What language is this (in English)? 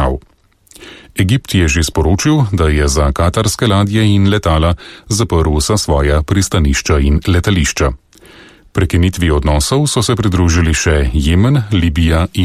Slovenian